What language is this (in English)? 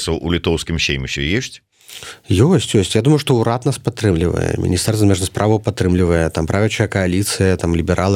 Belarusian